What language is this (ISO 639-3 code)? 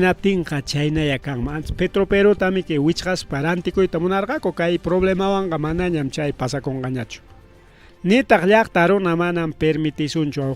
quy